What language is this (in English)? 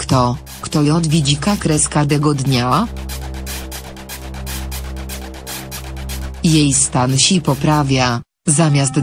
Polish